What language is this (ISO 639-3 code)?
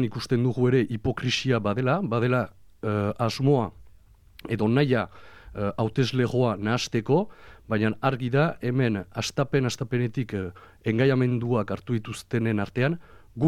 eus